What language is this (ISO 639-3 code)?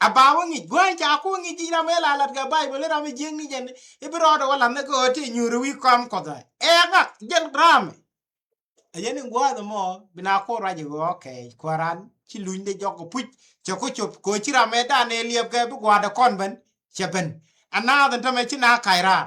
nus